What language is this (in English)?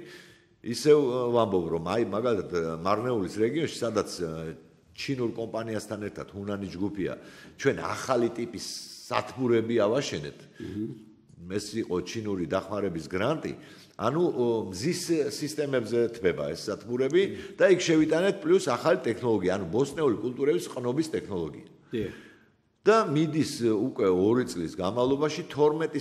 Georgian